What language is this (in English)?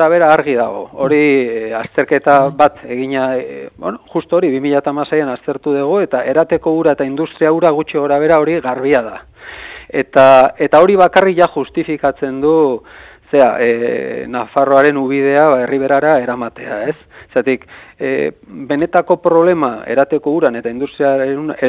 Basque